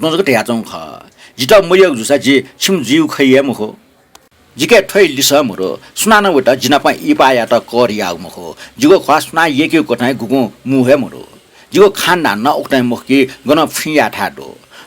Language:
Newari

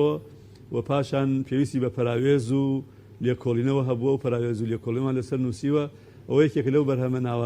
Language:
Central Kurdish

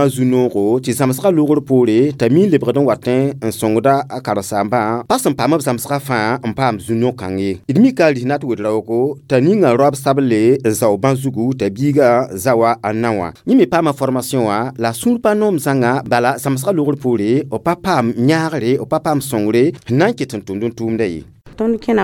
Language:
Mossi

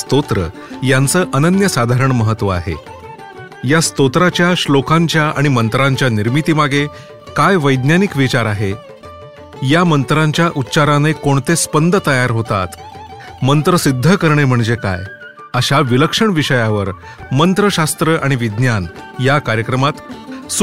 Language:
Marathi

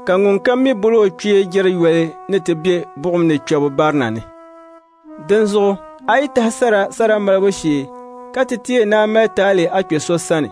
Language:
Dagbani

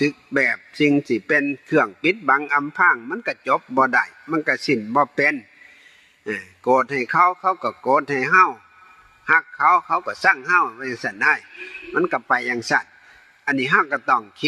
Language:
Northeastern Thai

